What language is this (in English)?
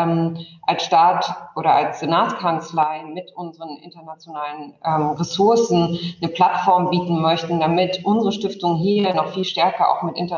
German